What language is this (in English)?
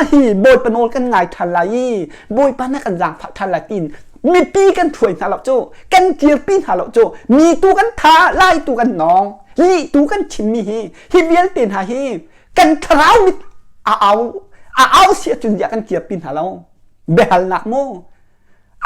Hakha Chin